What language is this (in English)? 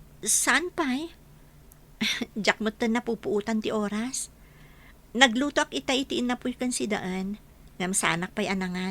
Iloko